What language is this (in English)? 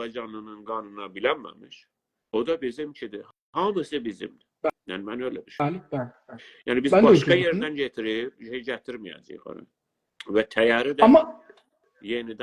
South Azerbaijani